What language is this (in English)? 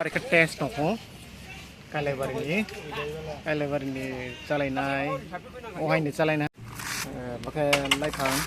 Riang (India)